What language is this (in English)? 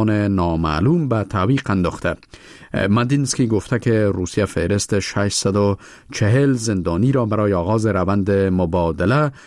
Persian